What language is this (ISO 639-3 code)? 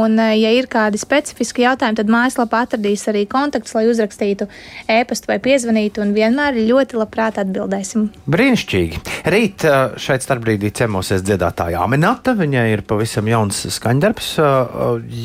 lav